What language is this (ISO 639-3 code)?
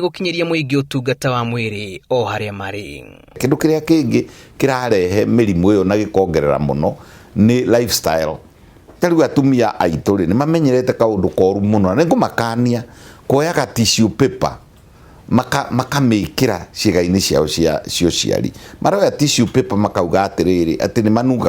kik